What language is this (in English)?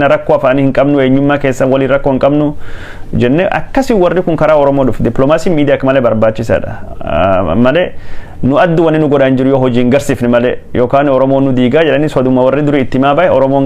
Oromo